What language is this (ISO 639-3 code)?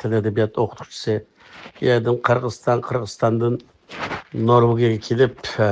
uig